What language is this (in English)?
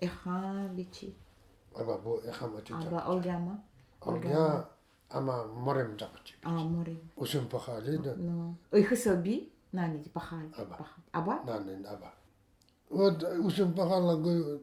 Nanai